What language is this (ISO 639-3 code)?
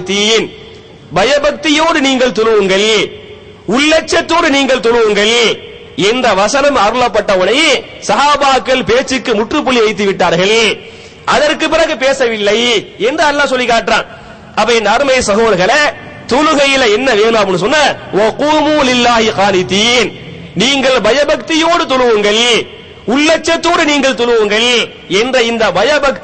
tam